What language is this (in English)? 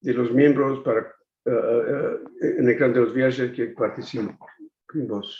Ladino